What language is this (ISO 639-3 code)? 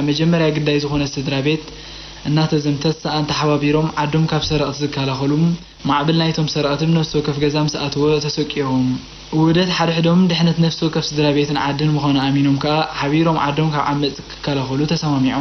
tir